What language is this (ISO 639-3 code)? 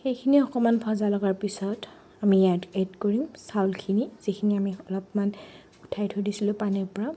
asm